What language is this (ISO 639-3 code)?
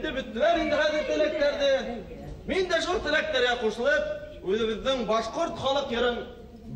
bak